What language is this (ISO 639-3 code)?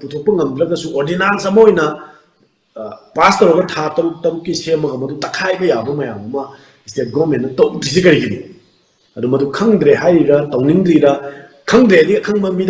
mni